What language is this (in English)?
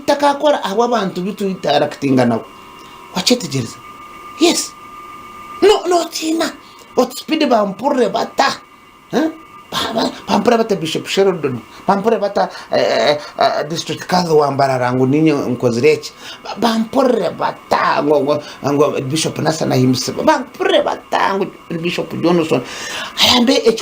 Nyankole